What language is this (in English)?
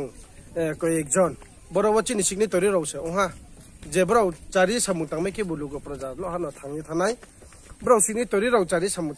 Riang (India)